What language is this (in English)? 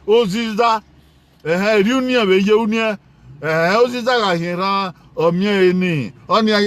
Bini